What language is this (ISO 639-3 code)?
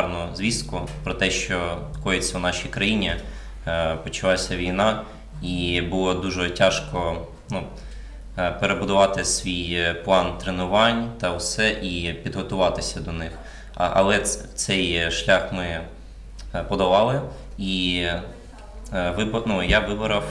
ukr